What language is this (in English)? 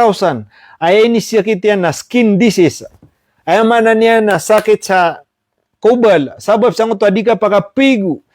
Maranao